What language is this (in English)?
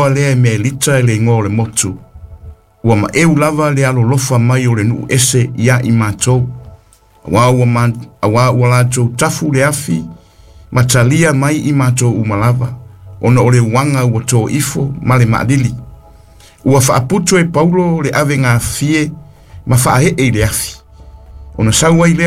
Samoan